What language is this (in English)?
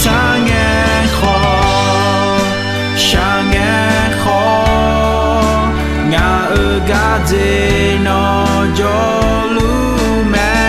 Akha